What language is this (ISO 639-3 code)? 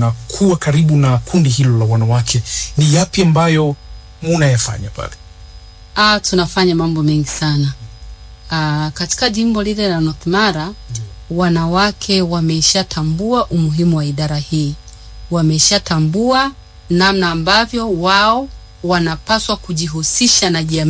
swa